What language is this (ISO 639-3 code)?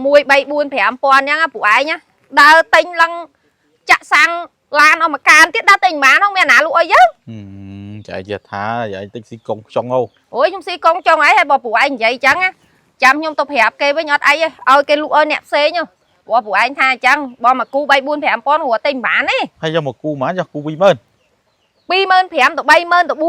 khm